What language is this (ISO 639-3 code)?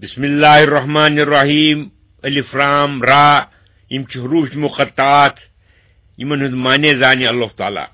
kas